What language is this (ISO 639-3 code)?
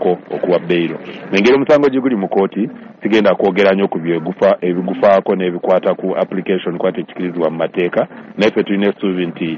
lug